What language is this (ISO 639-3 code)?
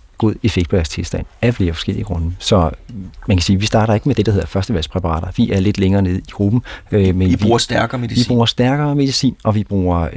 dan